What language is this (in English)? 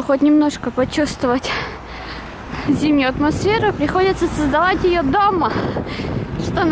Russian